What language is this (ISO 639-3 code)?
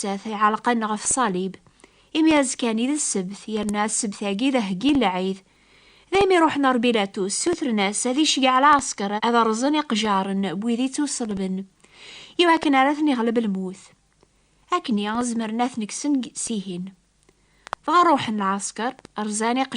kab